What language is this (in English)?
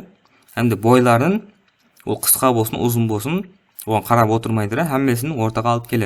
Kara-Kalpak